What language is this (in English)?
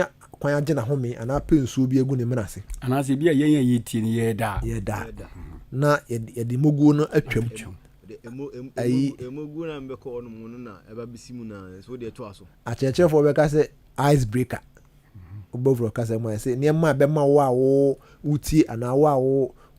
Akan